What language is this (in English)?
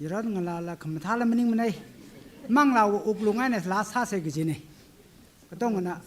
Tangkhul Naga (India)